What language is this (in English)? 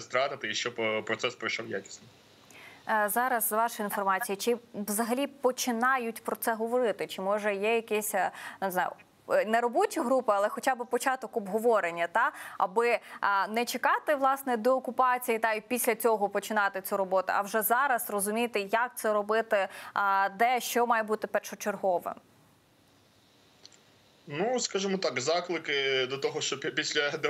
Ukrainian